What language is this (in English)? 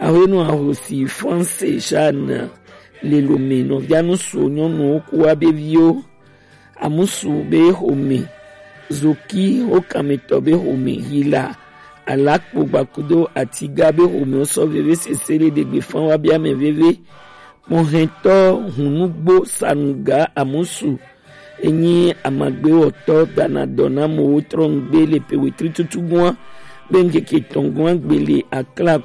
Gen